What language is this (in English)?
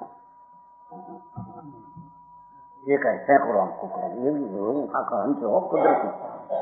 Gujarati